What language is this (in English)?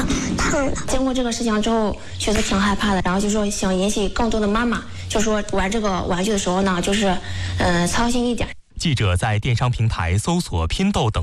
Chinese